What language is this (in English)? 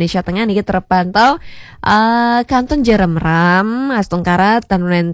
Balinese